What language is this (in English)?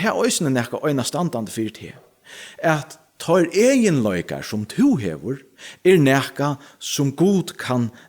Faroese